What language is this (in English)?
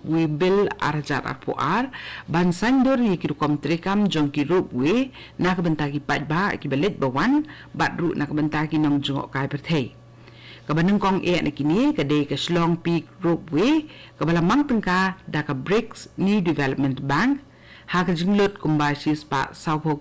Khasi